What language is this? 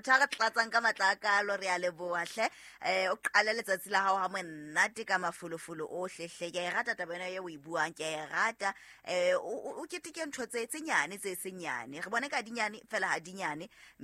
Southern Sotho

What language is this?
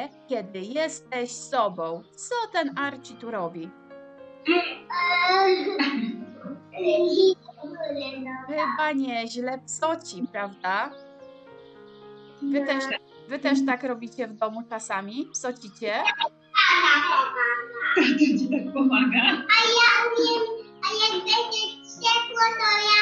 Polish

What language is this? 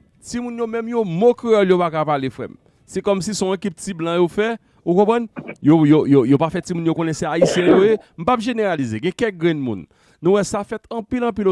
Haitian Creole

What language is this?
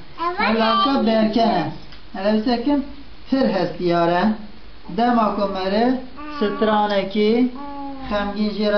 Kurdish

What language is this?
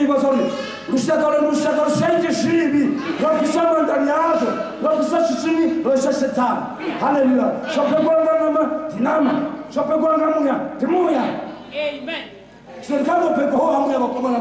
Venda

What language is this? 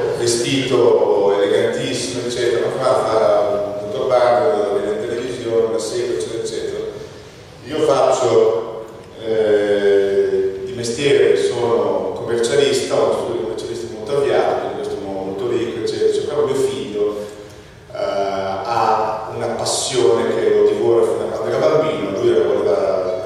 Italian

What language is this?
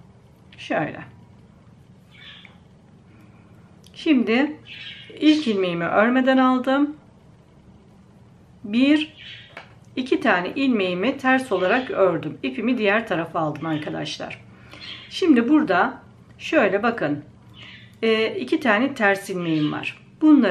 Turkish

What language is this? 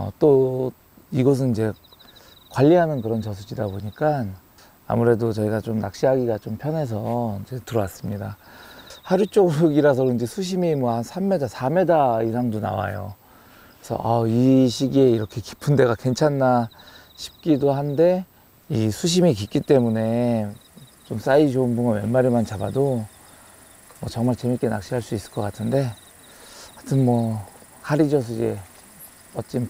Korean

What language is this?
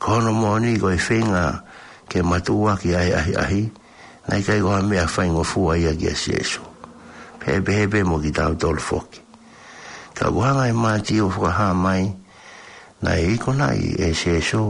Tongan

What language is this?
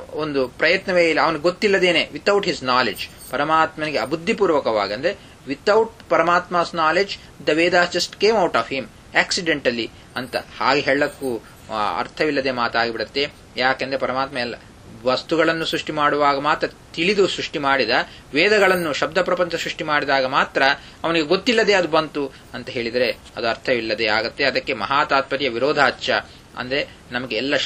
Kannada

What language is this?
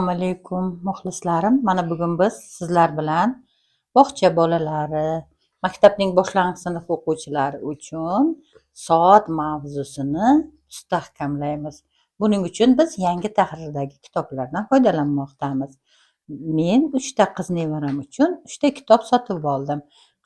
Uzbek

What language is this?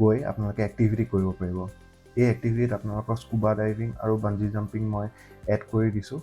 Assamese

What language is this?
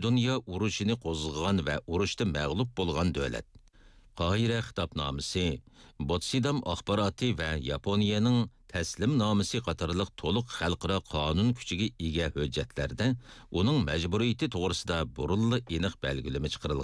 Uyghur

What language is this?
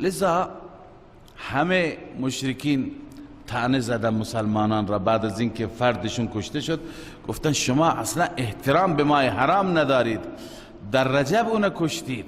Persian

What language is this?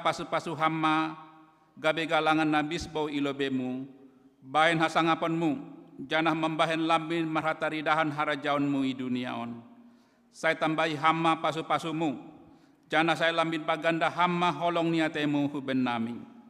Batak Simalungun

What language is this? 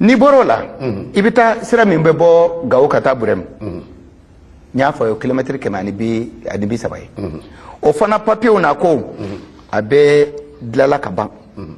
Bambara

